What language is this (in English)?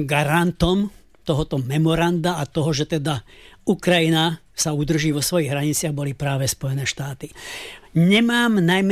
Slovak